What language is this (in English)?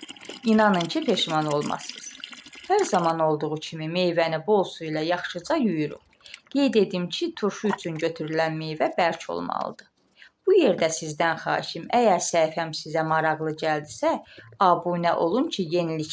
Azerbaijani